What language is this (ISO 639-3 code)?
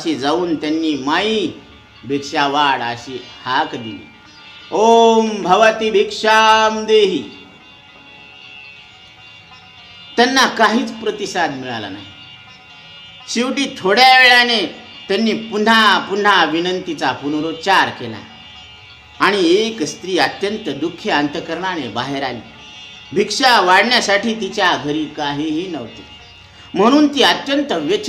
mar